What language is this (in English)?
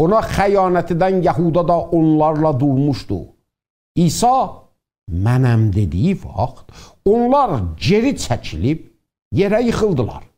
South Azerbaijani